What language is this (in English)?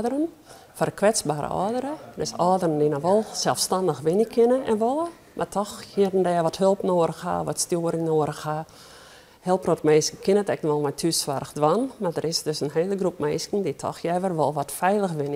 Western Frisian